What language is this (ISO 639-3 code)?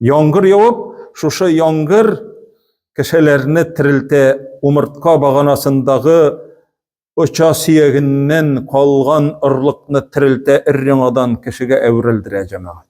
tat